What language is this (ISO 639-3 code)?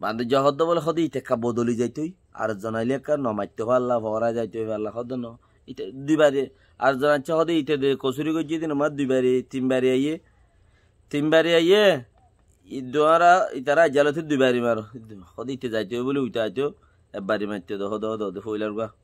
rhg